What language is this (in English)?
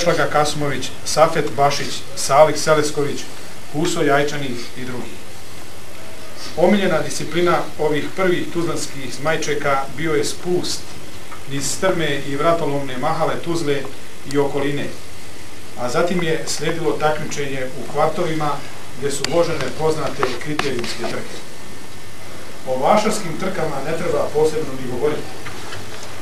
Bosnian